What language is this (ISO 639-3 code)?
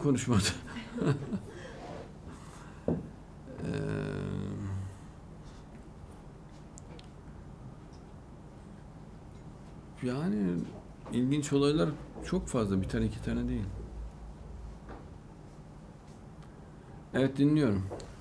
tur